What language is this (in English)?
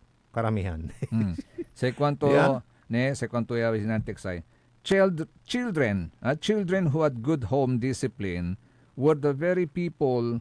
Pangasinan